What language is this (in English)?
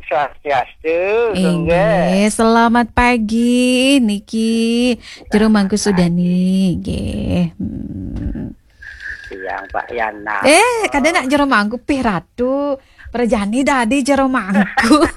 Balinese